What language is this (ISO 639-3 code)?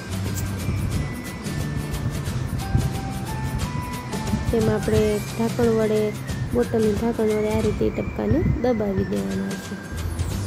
guj